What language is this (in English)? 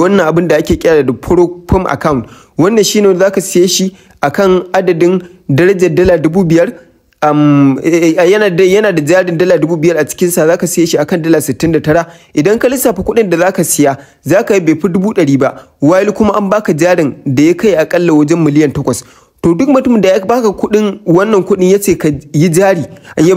Hausa